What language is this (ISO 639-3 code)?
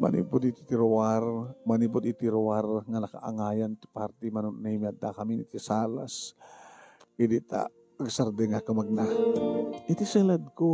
ilo